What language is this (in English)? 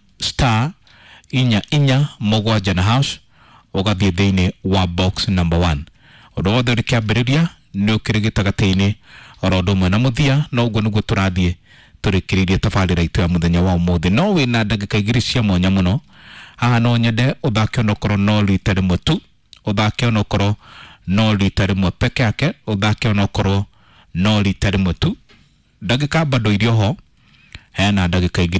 Kikuyu